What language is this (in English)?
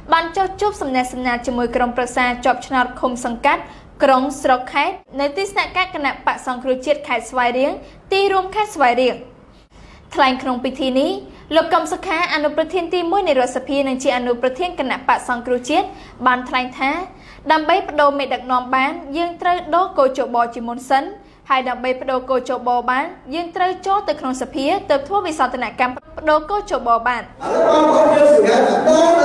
Khmer